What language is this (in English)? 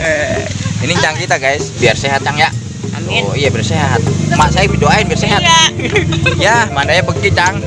Betawi